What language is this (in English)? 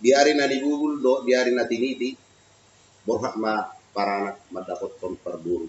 Batak Toba